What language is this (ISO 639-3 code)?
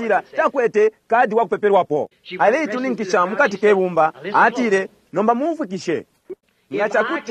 bem